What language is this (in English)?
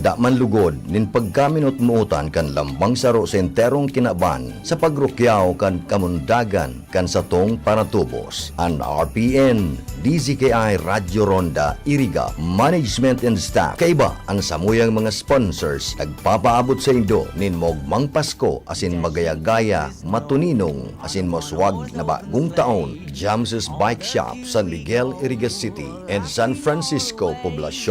Bikol